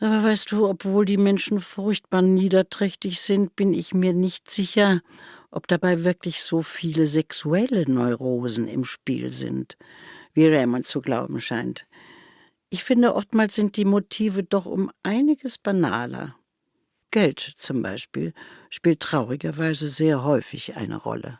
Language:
Swiss German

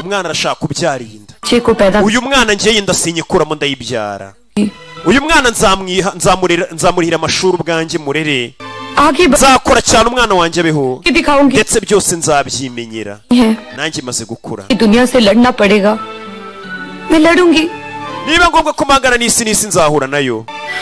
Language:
Kinyarwanda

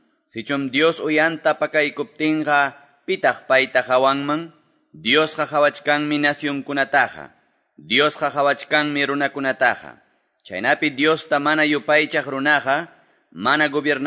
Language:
Quechua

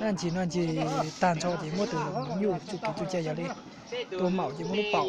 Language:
Hmong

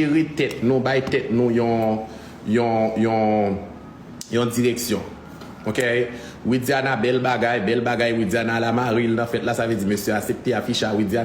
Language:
Haitian Creole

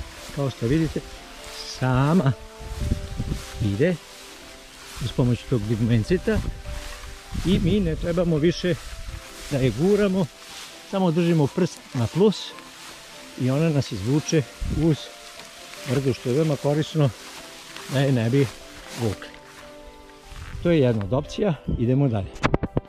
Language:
Serbian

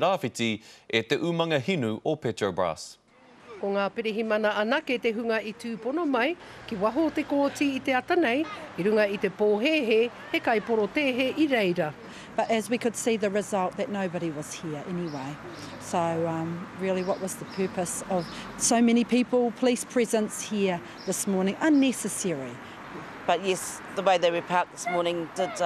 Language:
Māori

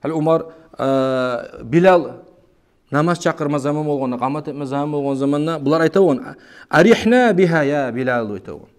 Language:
Kumyk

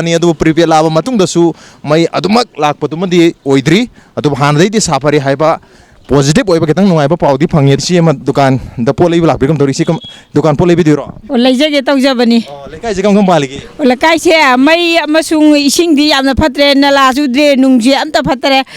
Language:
Manipuri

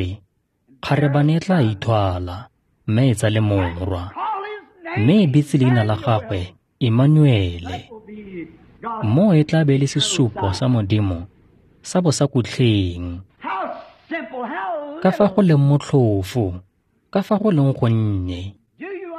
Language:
Tswana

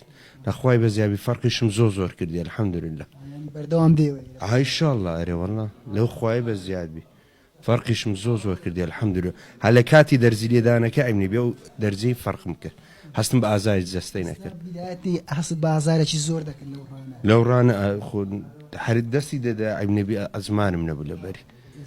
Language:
Central Kurdish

